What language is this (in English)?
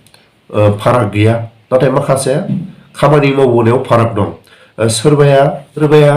Bodo